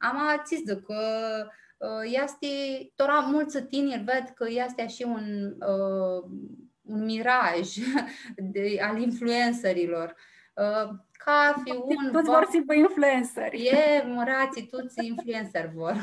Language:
Aromanian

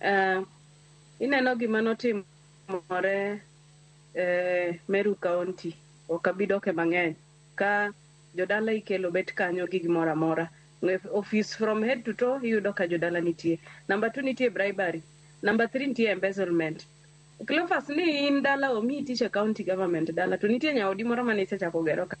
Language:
Luo (Kenya and Tanzania)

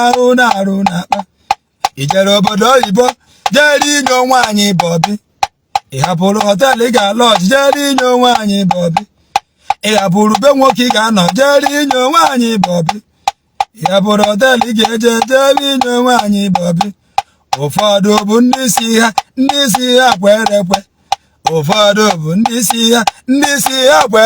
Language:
Igbo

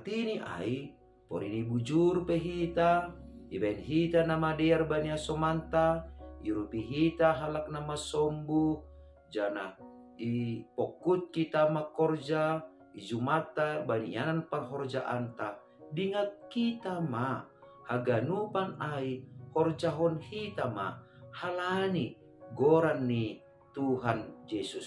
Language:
Batak Simalungun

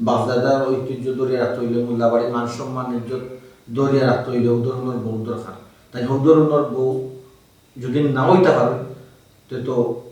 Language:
Sylheti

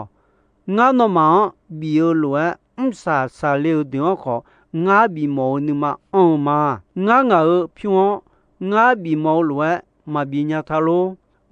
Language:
Akha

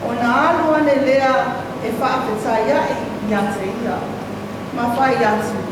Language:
Samoan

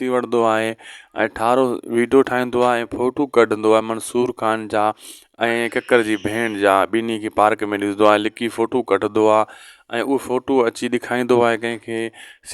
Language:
Sindhi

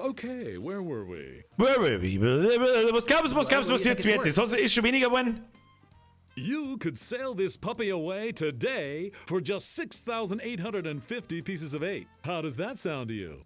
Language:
Bavarian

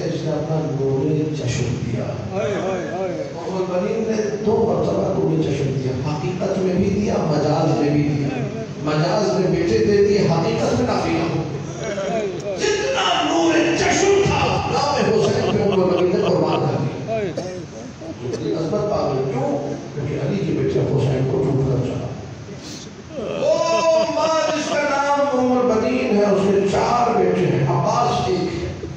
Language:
Urdu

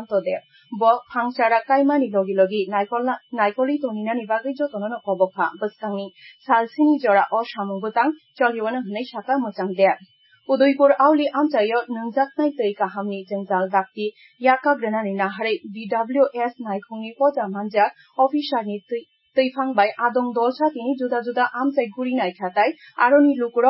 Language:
Kok Borok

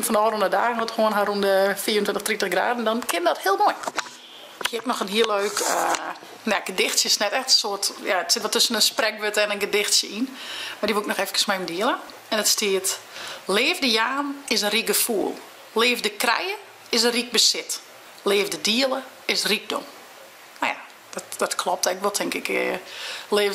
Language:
Western Frisian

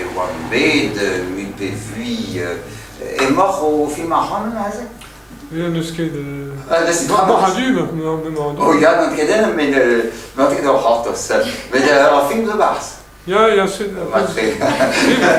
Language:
Breton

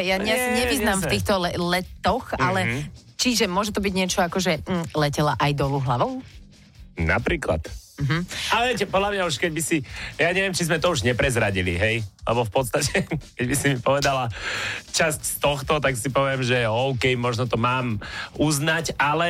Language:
Slovak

